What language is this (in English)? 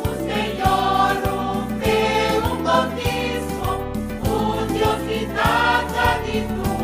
Papiamento